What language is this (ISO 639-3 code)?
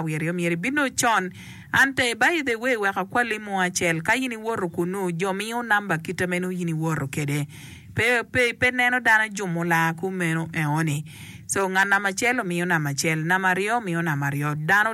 ach